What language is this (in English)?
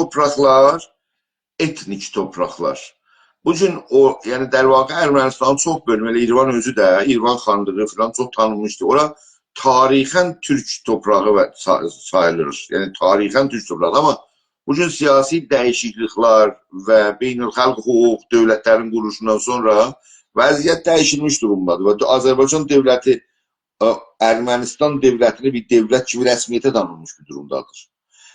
South Azerbaijani